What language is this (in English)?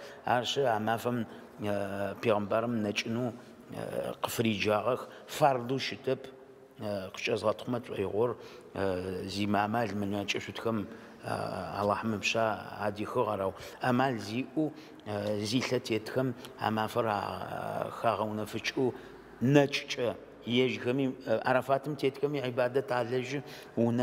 Adyghe